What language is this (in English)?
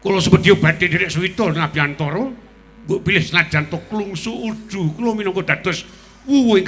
Javanese